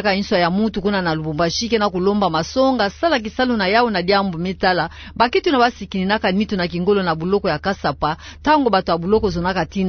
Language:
Kituba (Democratic Republic of Congo)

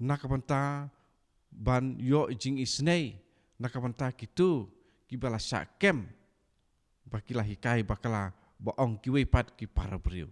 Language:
Khasi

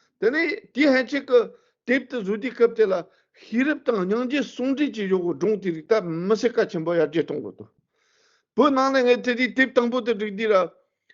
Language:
Tibetan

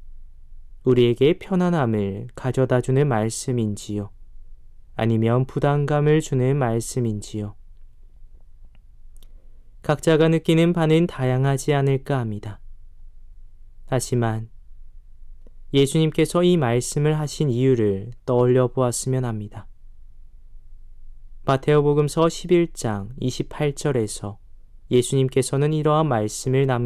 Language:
Korean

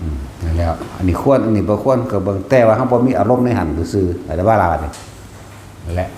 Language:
Northeastern Thai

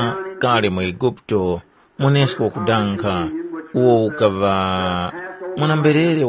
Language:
Tumbuka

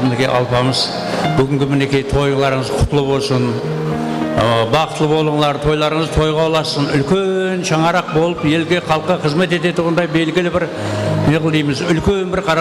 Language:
Kara-Kalpak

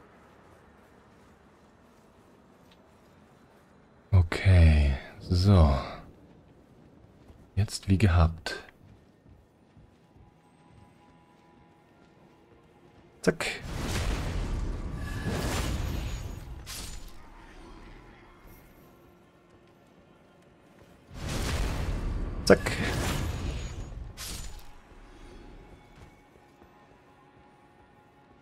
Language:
German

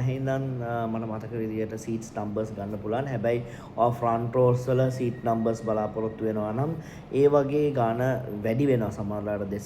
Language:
Sinhala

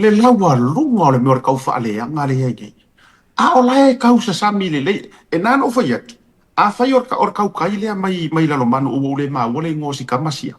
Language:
Samoan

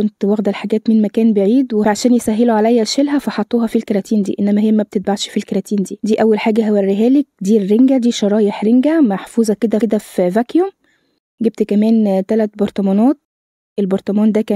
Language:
Egyptian Arabic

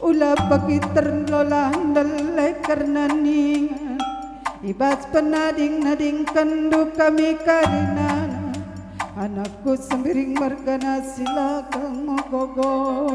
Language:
Batak Karo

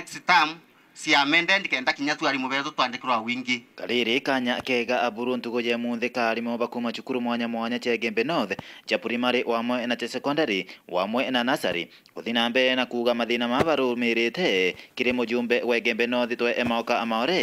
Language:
Meru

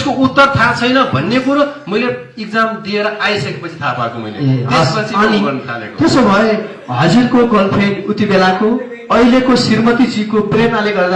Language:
Nepali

